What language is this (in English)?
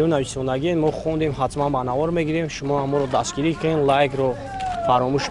Tajik